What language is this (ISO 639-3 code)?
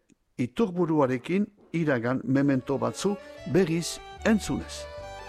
eus